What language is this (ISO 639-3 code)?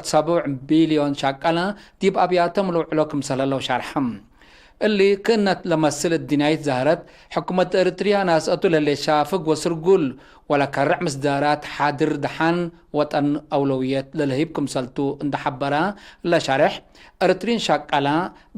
tig